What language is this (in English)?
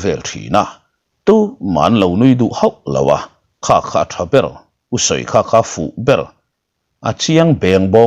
Mizo